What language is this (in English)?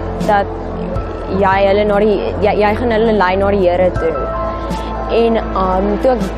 Afrikaans